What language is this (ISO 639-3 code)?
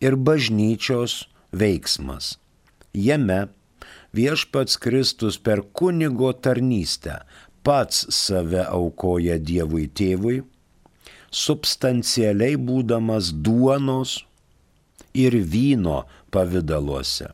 lit